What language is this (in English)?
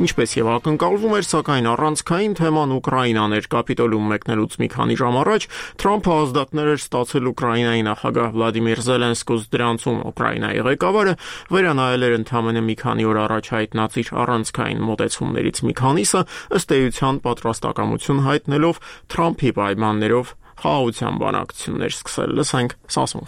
Armenian